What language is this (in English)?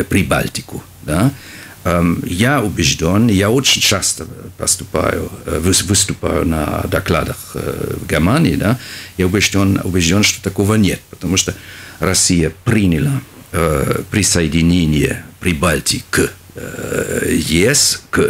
Russian